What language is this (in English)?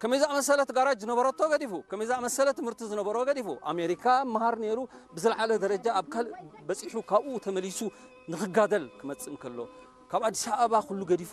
Tigrinya